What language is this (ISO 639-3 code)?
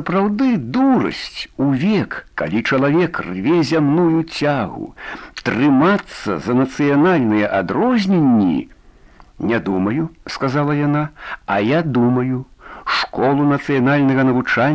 bel